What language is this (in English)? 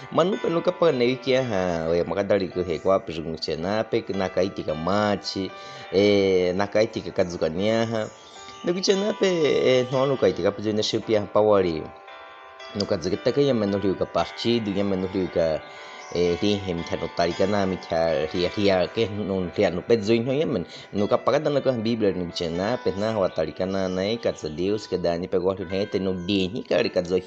Baniwa